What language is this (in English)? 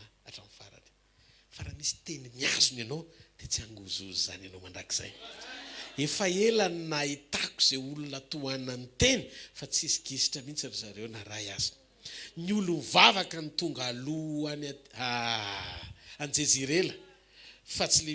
Malagasy